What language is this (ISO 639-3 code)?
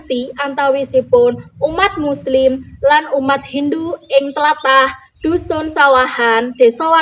jav